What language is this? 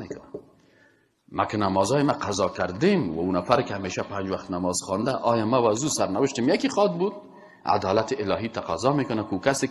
Persian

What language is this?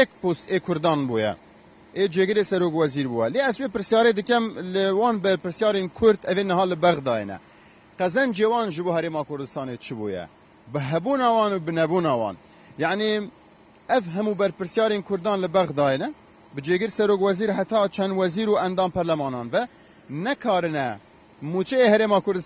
Kurdish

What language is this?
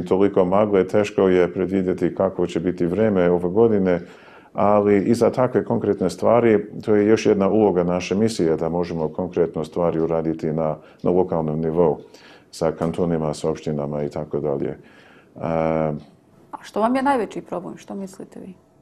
Bosnian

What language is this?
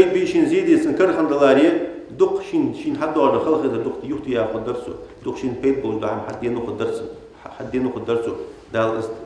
Ingush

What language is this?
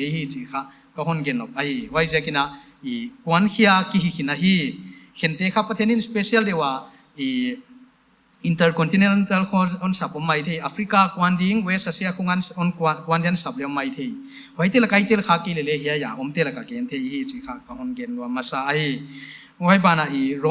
Paite Chin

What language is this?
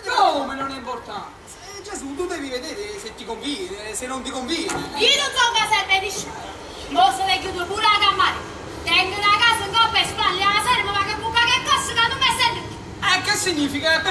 Neapolitan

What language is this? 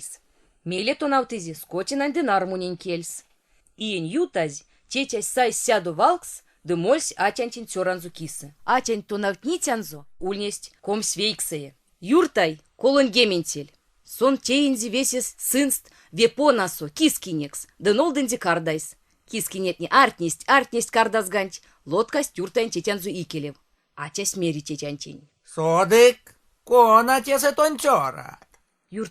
Erzya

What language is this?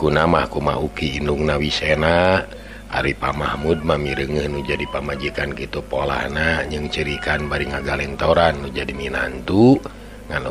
Sundanese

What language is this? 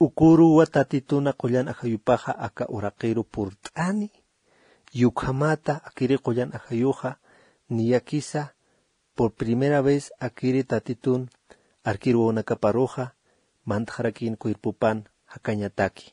Aymara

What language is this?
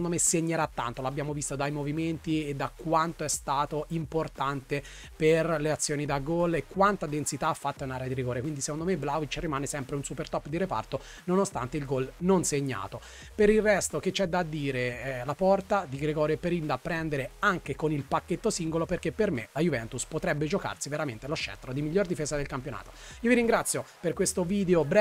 Italian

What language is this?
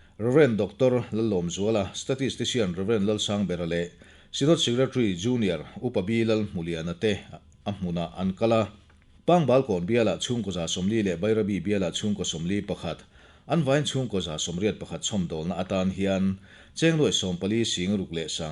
Mizo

